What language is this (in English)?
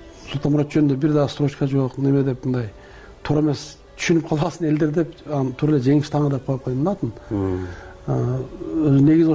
Kyrgyz